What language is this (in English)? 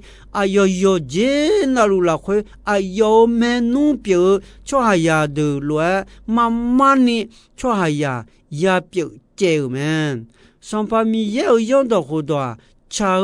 Akha